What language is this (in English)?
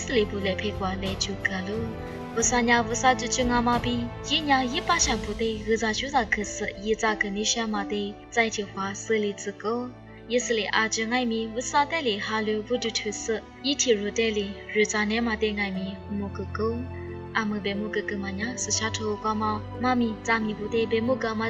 Lisu